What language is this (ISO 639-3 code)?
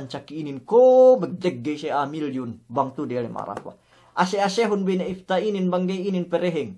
yka